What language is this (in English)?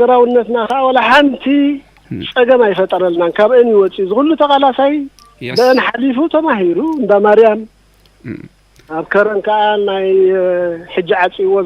Tigrinya